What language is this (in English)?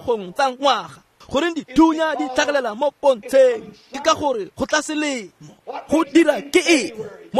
Tswana